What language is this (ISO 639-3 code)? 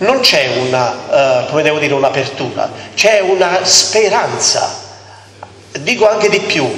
ita